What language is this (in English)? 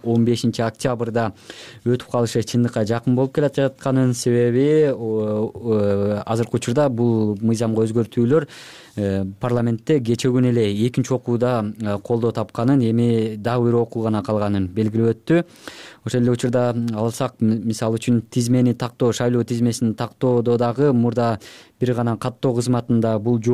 Kyrgyz